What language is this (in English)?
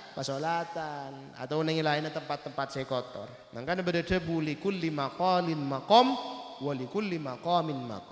Madurese